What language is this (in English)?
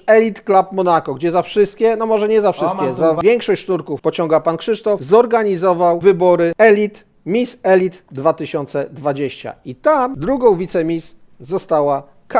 Polish